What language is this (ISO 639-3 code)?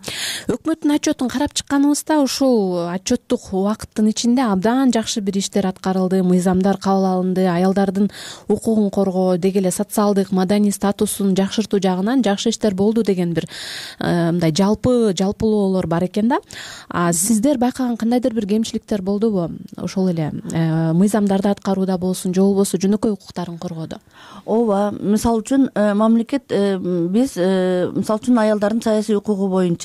kir